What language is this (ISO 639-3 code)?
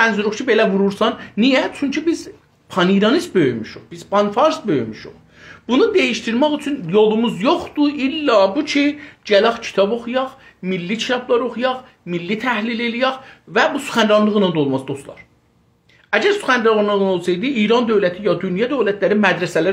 azb